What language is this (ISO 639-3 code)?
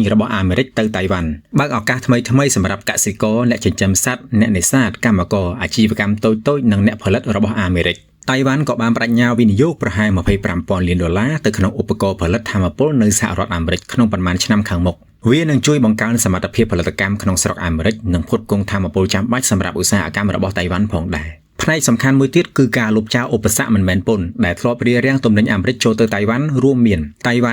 khm